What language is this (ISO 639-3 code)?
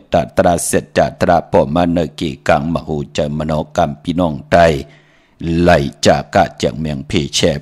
shn